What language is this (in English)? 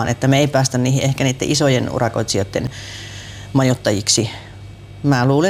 Finnish